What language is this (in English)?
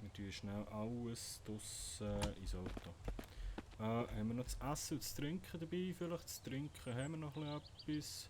Swiss German